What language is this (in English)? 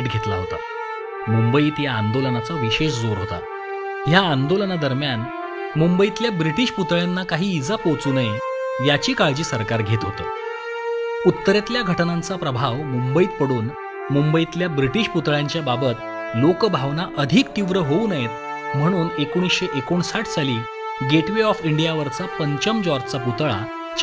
Marathi